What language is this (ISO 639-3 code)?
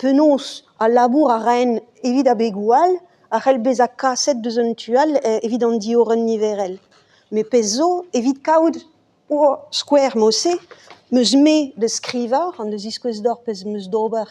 bre